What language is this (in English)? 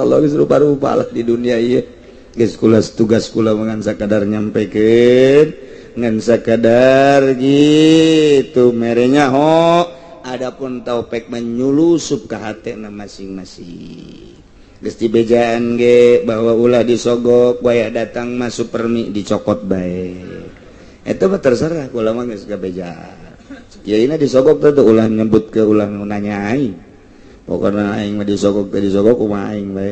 Sundanese